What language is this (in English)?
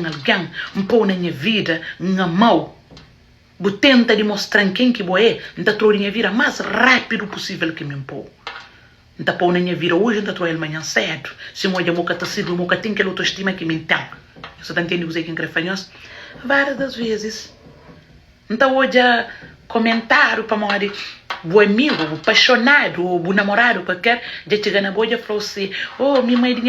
Kabuverdianu